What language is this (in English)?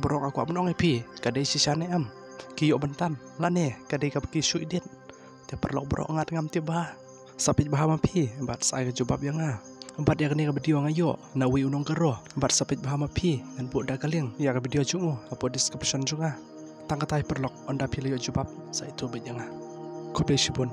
Khasi